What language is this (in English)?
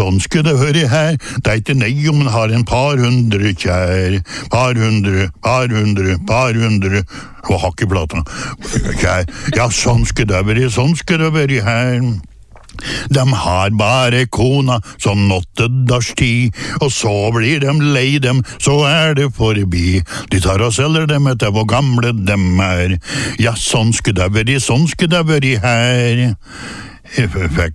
Norwegian